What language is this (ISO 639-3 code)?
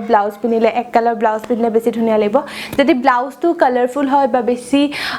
asm